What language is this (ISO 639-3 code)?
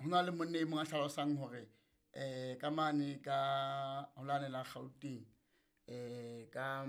sot